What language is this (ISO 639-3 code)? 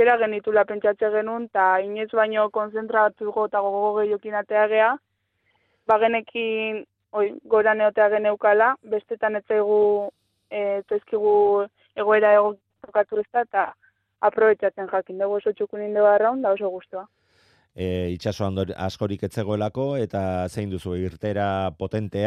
eus